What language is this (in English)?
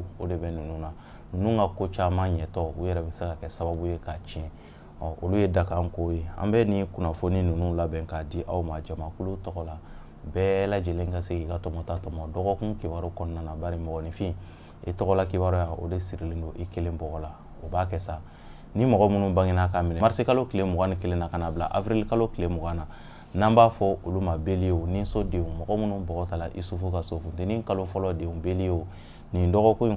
Bambara